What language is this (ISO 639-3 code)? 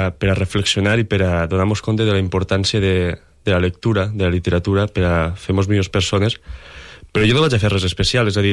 cat